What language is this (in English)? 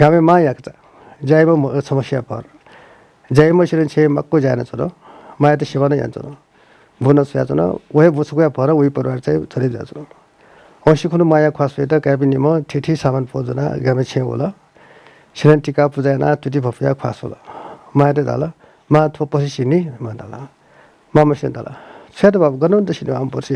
Newari